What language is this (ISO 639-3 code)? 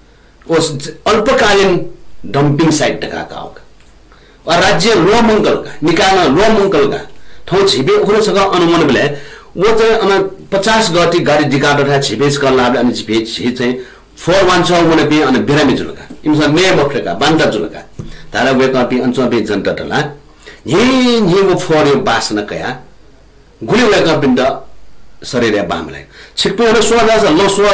new